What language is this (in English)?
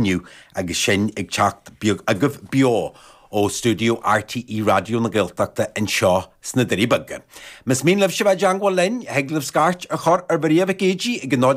Irish